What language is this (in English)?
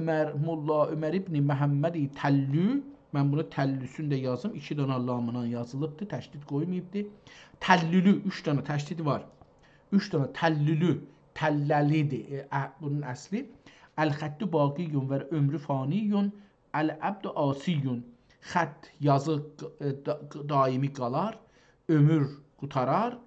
South Azerbaijani